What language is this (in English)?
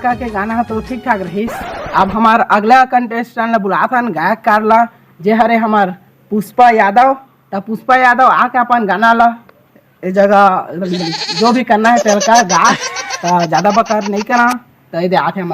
Chhattisgarhi